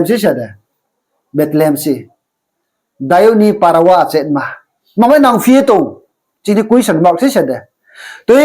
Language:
Riang (India)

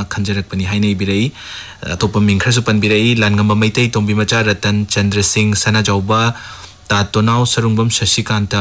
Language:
Manipuri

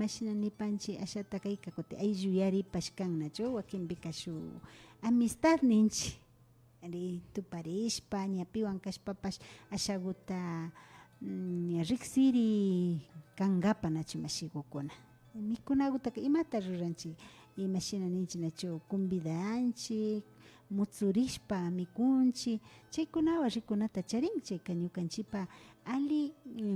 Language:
Imbabura Highland Quichua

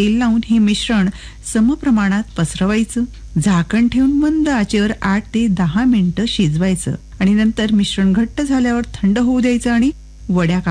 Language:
Marathi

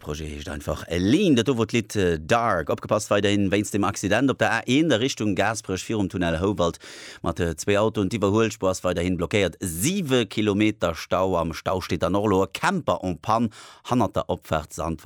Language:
Luxembourgish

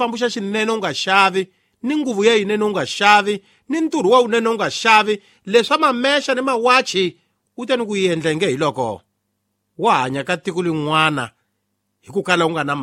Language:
Tsonga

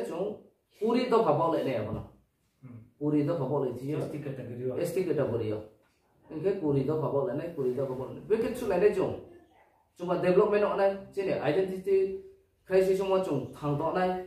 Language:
Riang (India)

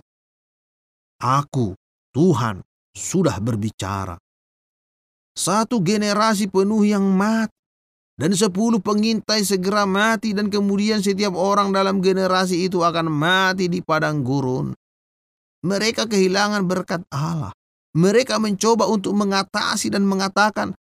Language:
Indonesian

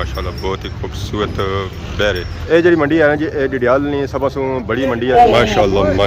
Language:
Pahari-Potwari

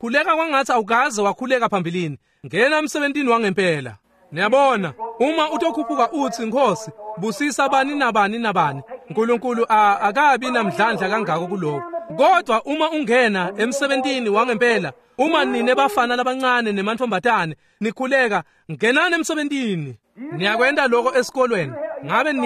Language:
Swati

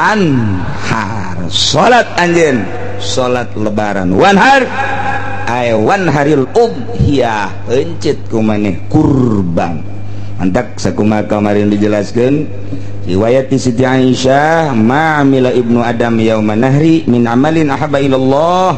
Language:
Sundanese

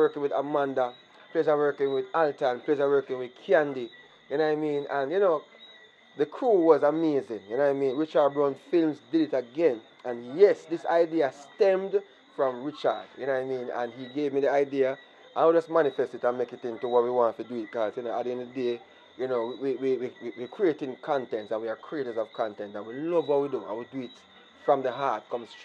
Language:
Jamaican Creole English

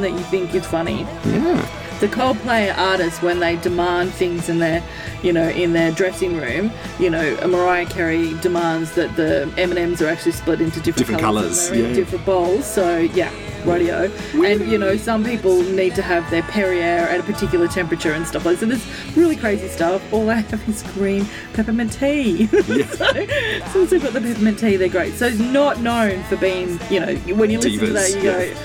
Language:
English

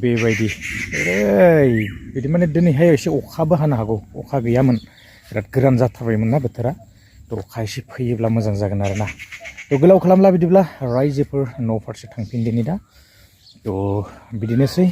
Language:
Bodo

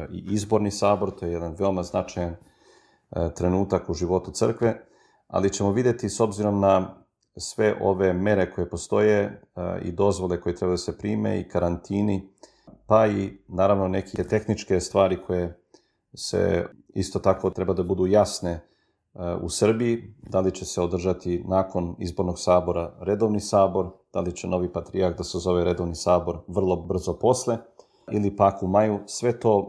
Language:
Serbian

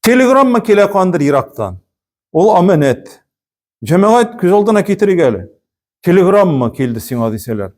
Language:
Tatar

